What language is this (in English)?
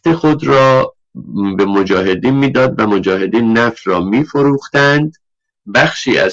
Persian